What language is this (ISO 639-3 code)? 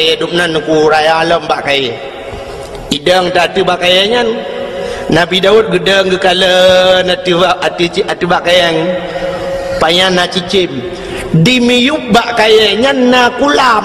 ace